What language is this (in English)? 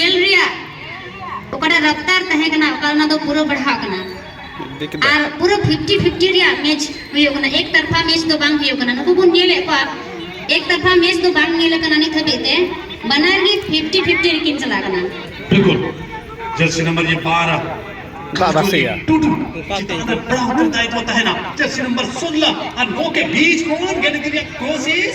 Santali